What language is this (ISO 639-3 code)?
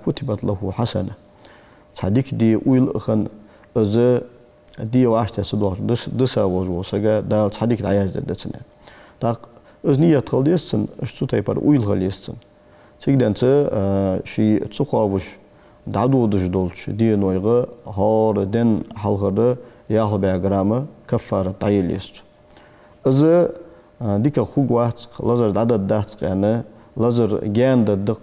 inh